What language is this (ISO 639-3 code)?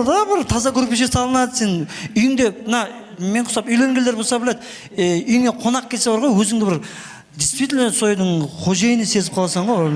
kaa